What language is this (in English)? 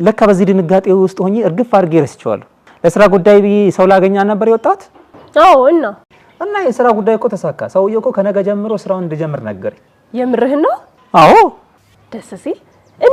Amharic